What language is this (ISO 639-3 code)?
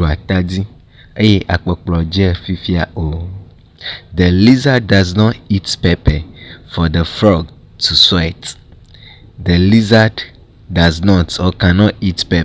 ewe